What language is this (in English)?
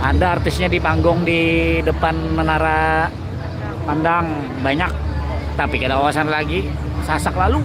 Banjar